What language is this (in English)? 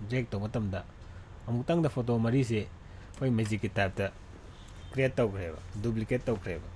Manipuri